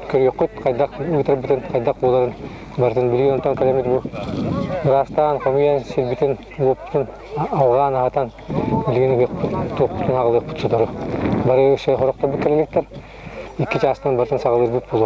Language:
Yakut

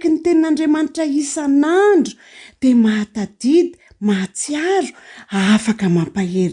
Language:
Malagasy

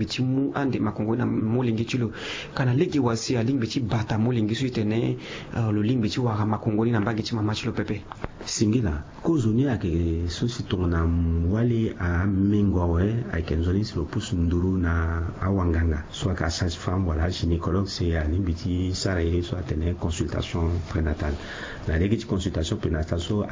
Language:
Sango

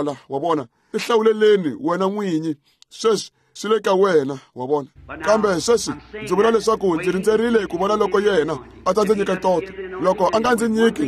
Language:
Tsonga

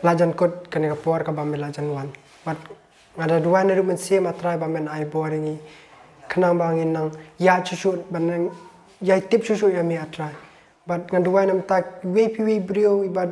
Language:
Khasi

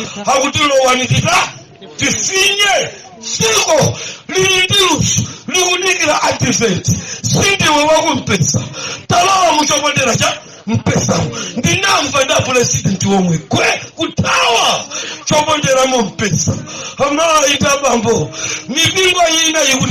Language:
Nyanja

